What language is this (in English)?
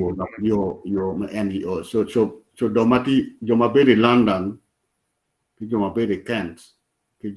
Acoli